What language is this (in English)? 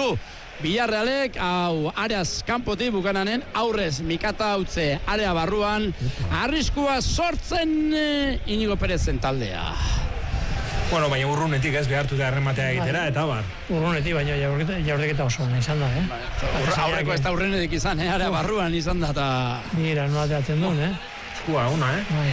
Basque